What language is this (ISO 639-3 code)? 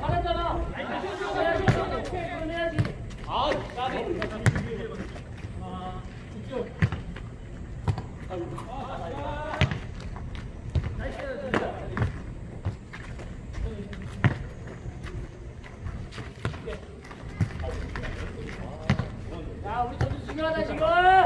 kor